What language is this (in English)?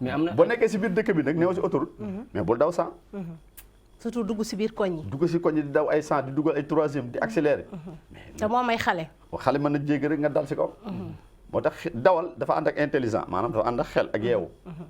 Wolof